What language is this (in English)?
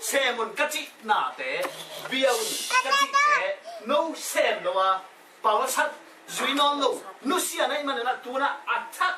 Tedim Chin